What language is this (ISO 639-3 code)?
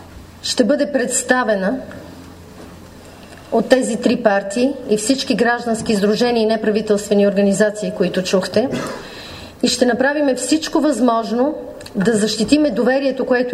bul